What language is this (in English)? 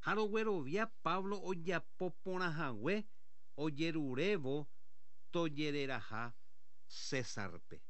Guarani